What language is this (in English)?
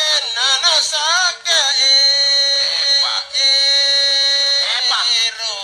Makasar